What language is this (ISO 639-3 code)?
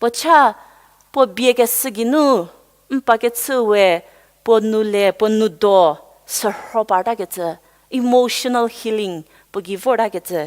njm